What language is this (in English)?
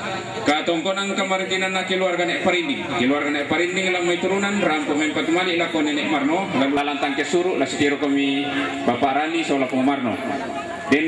Toraja-Sa'dan